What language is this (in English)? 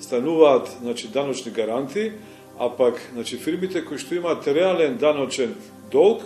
Macedonian